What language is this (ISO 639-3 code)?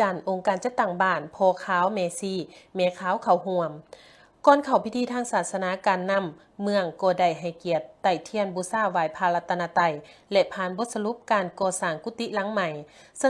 lao